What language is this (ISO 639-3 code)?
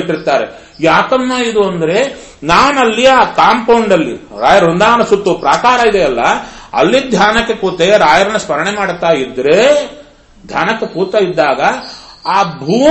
kan